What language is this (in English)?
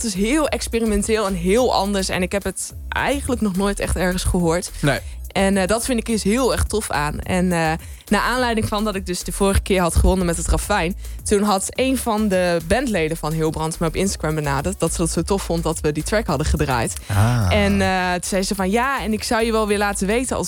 Dutch